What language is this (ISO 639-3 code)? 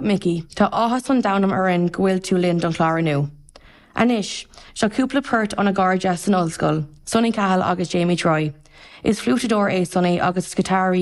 gle